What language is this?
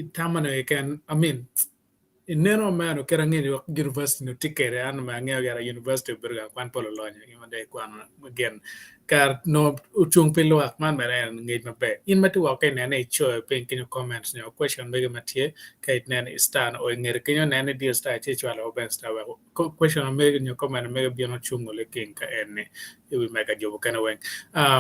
Acoli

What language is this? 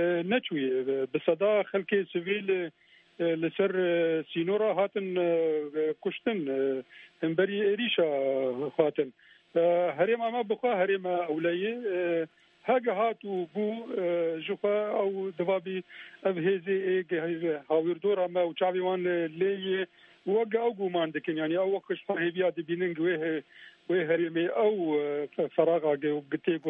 Kurdish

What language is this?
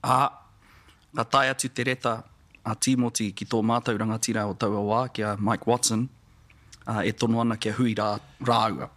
Māori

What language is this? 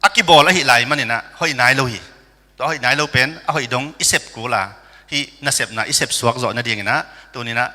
Tedim Chin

